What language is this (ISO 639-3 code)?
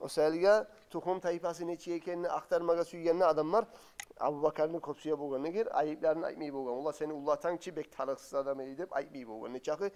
kum